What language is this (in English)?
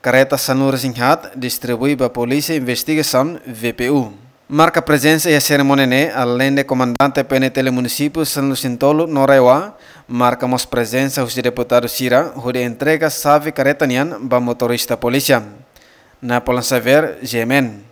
Tetum